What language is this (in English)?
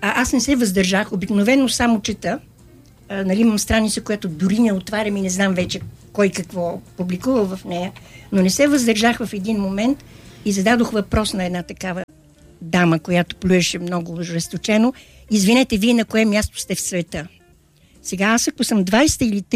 Bulgarian